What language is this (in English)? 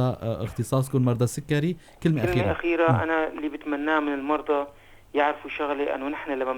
North Levantine Arabic